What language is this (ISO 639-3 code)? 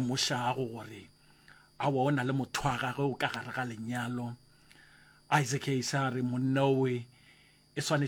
nso